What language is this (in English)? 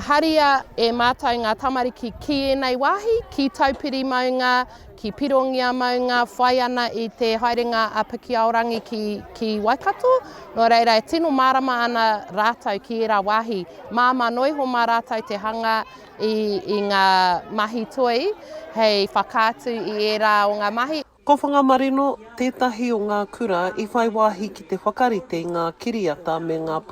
Māori